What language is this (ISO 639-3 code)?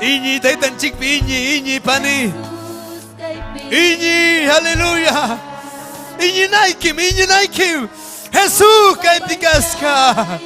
quy